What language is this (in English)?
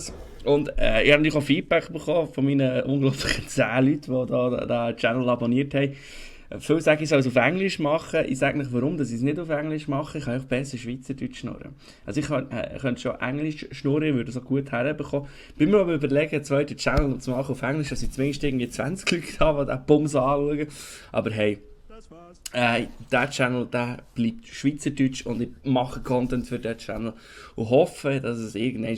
Swiss German